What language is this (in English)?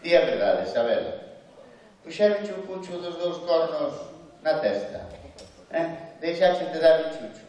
Galician